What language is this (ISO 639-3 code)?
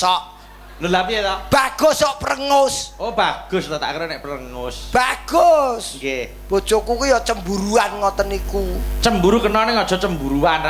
jav